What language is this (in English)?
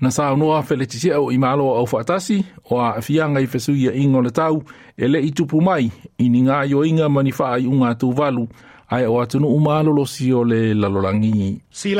Samoan